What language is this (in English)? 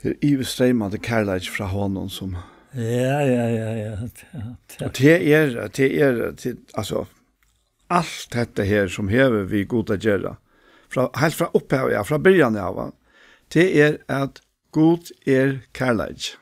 Faroese